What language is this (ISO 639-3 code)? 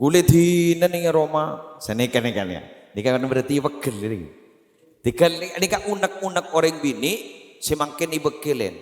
mad